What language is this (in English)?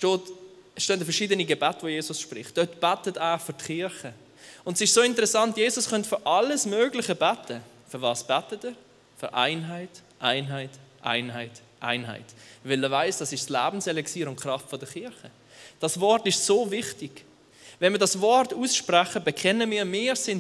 Swiss German